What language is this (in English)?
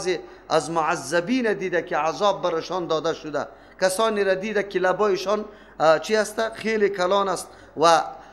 Persian